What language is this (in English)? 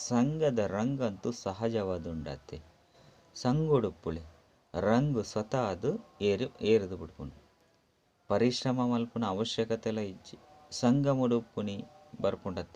Tulu